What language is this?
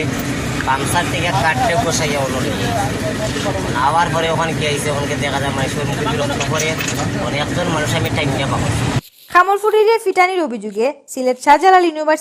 Sylheti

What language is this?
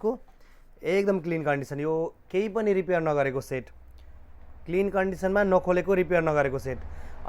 Nepali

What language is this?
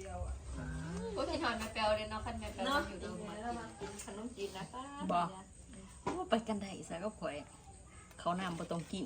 Northeastern Thai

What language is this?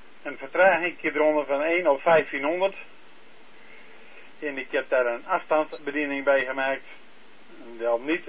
Dutch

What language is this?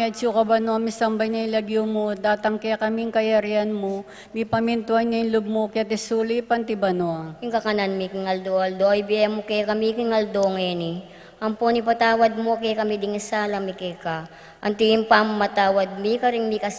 Pampanga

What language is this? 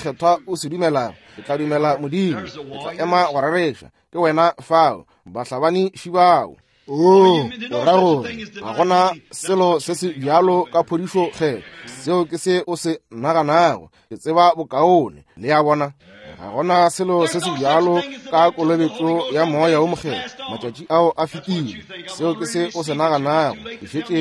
Northern Sotho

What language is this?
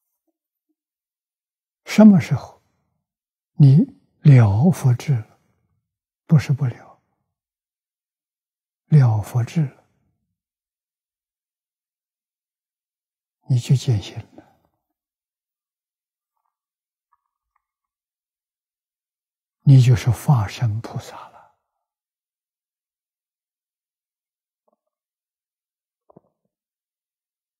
Chinese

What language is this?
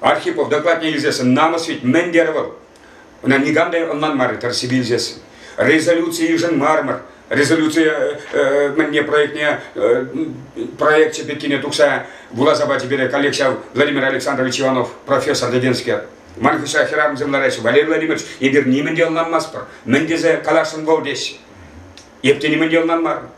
Chuvash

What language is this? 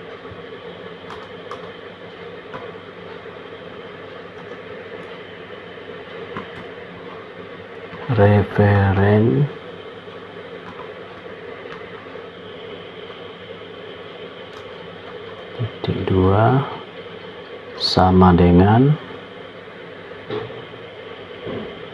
Indonesian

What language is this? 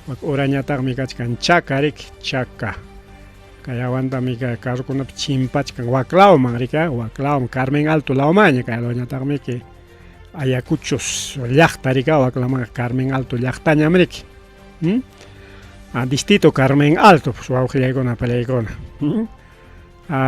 Ayacucho Quechua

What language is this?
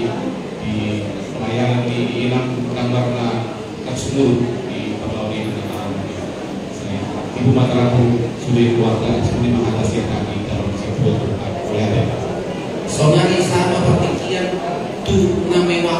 Batak Toba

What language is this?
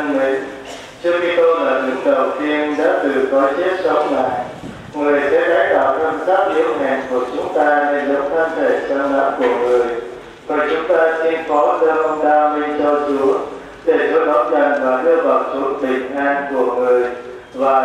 Vietnamese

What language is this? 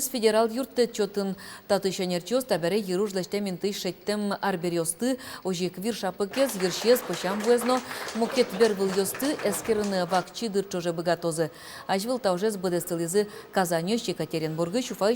Udmurt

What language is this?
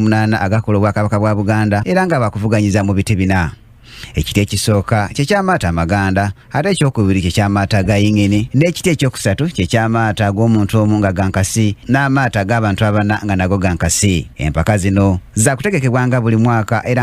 Ganda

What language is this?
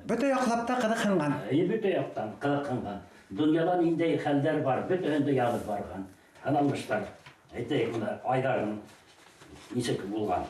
Bashkir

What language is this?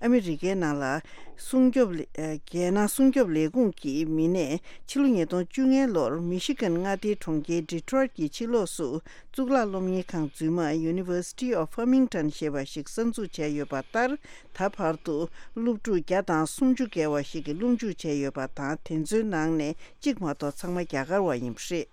Tibetan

